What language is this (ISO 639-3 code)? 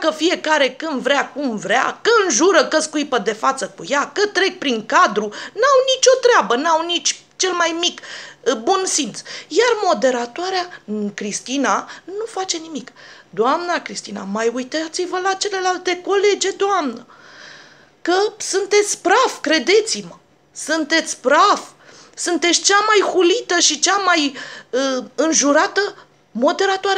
ron